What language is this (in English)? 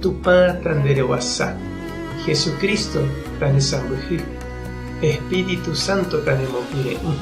Guarani